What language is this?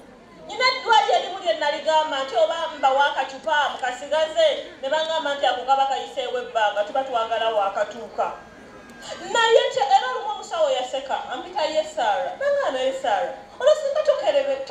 Ganda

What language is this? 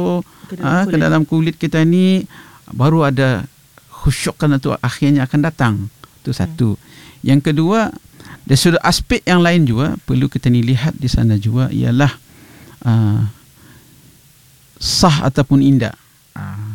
Malay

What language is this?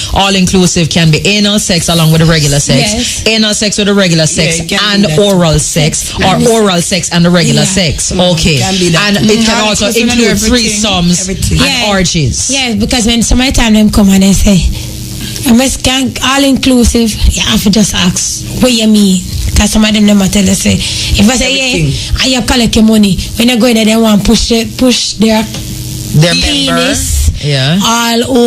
Jamaican Creole English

